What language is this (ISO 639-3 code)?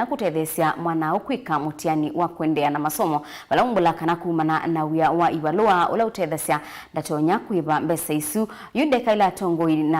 kam